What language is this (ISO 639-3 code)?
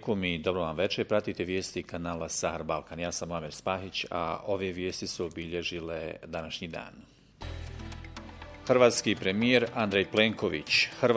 bos